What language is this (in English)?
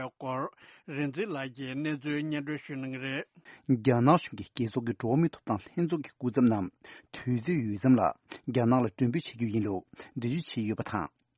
Tibetan